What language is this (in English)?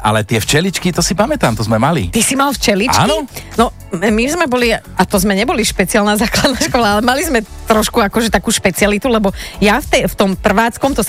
Slovak